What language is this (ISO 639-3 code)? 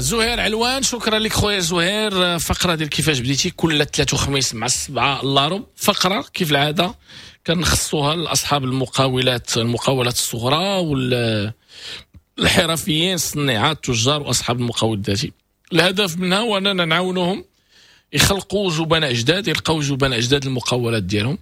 ary